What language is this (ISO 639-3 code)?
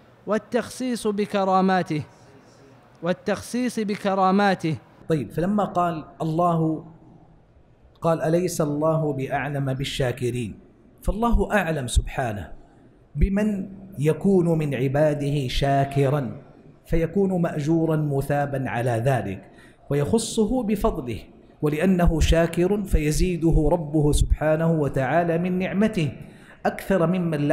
ara